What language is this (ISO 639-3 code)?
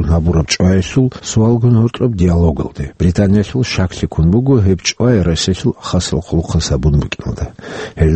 ava